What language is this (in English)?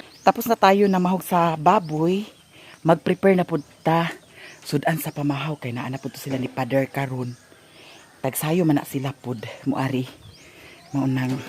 Cebuano